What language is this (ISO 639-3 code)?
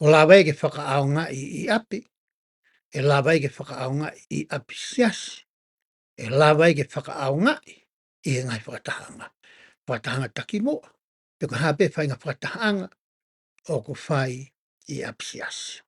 ton